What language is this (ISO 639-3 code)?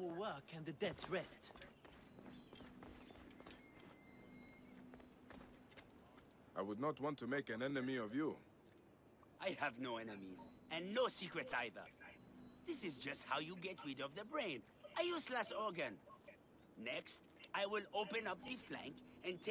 eng